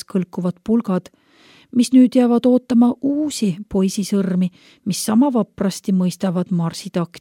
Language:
Estonian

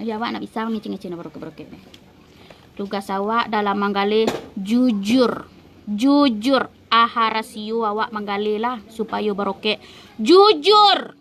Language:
Minangkabau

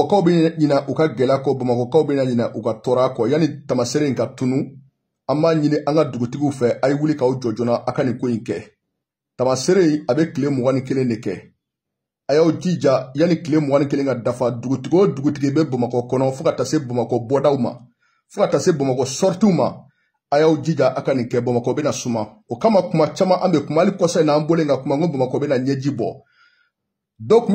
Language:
Bambara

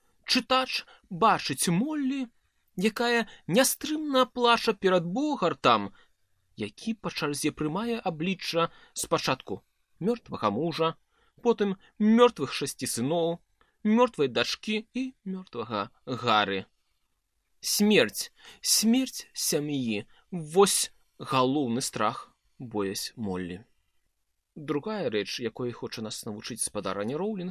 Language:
Belarusian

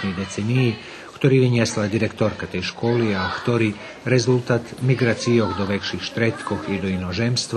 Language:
Rusyn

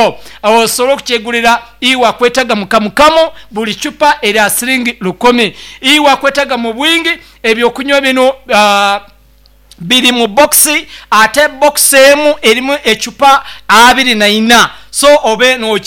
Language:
Nyoro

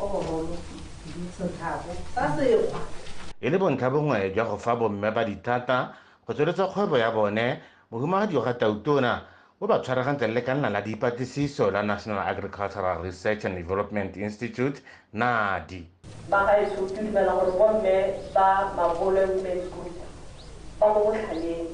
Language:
Tswana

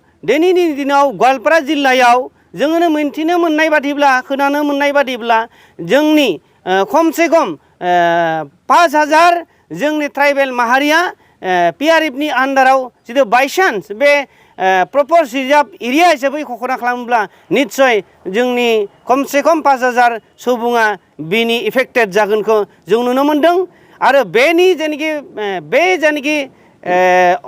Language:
Bodo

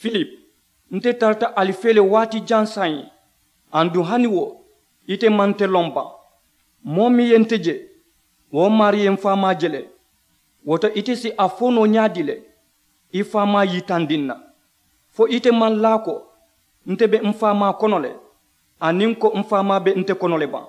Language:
Mandingo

